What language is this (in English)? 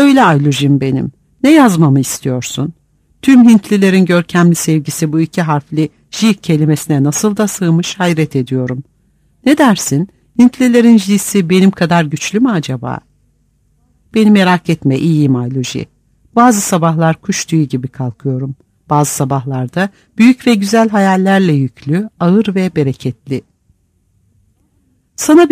Turkish